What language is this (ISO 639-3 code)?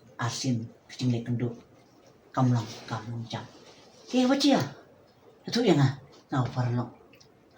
kha